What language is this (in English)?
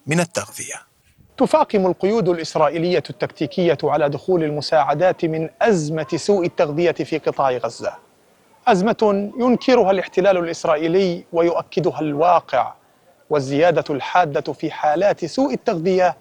Arabic